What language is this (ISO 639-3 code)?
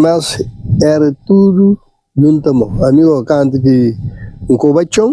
kea